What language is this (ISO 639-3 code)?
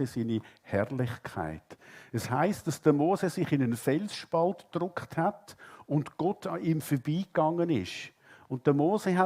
gsw